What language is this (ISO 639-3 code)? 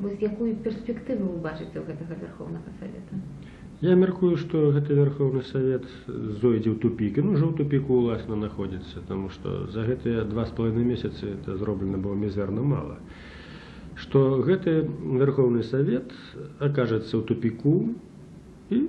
bel